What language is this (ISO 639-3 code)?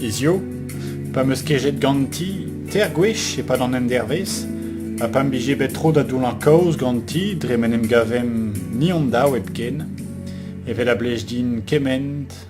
bre